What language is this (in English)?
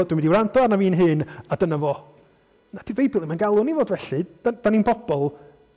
Welsh